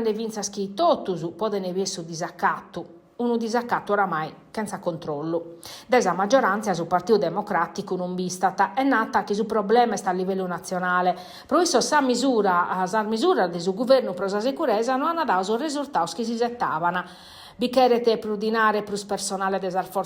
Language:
Sardinian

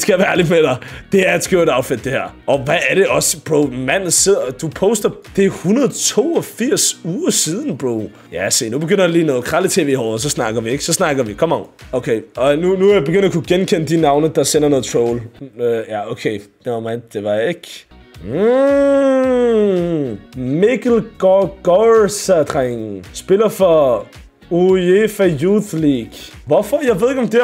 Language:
Danish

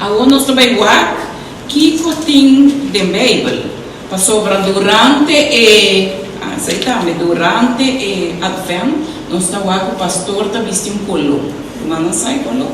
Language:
Papiamento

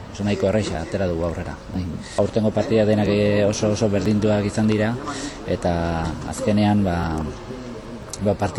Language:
Basque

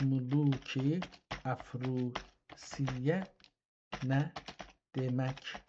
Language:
South Azerbaijani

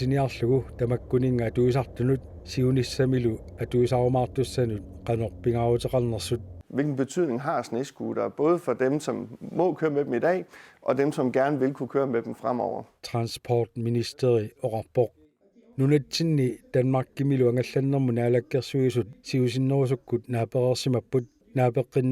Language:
Kalaallisut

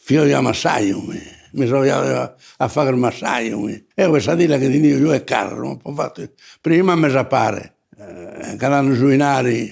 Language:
Sardinian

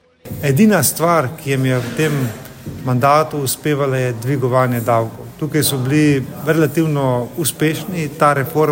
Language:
Slovenian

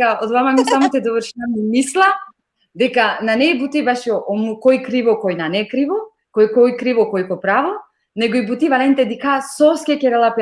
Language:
Balkan Romani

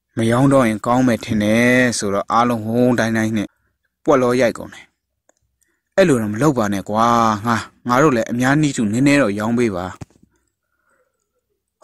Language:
Burmese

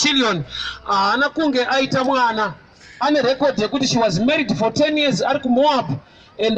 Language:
Shona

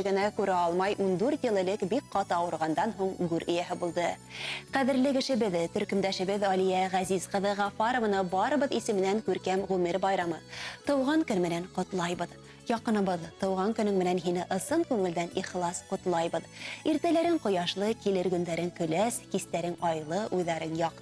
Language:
Bashkir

